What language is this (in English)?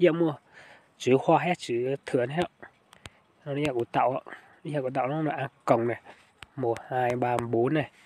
Hmong